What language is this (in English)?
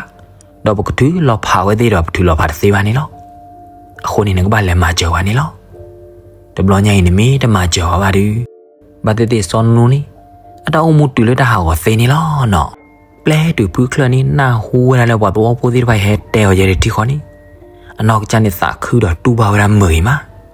S'gaw Karen